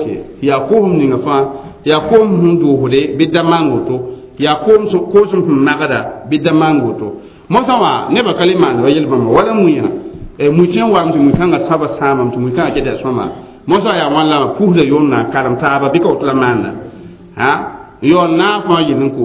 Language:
Mossi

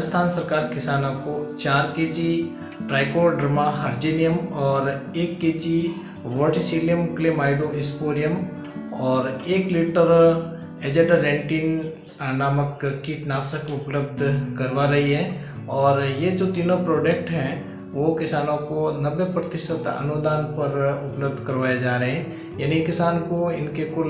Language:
Hindi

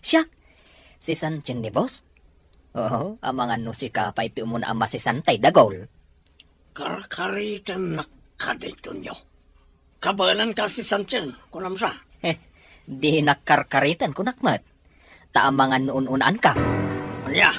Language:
Iloko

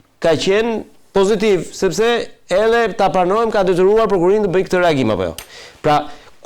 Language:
Albanian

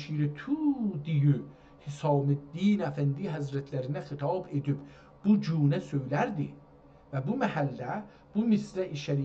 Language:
South Azerbaijani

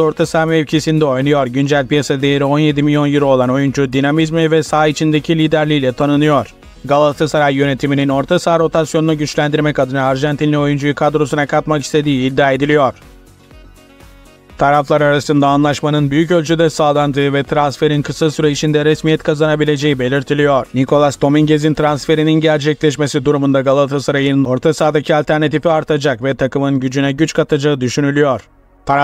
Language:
Turkish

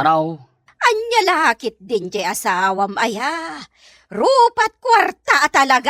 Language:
Iloko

